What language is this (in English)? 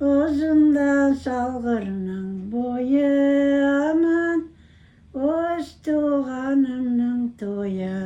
Crimean Tatar